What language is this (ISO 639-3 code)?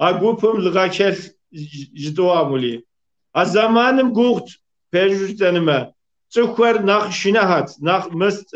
kbd